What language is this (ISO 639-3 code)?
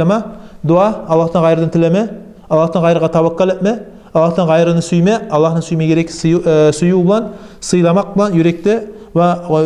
kum